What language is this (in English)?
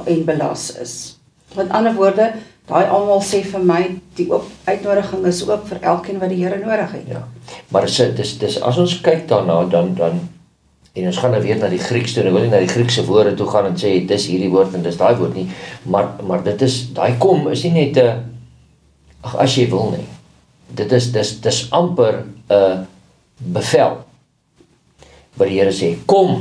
Afrikaans